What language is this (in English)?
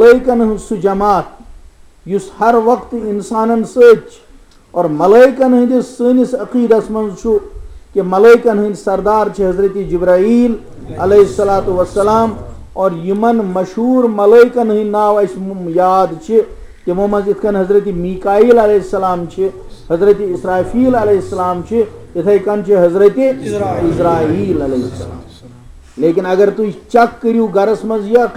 Kashmiri